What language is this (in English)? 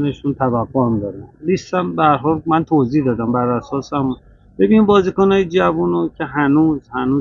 Persian